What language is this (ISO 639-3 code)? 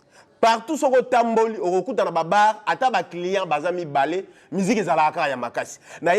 lin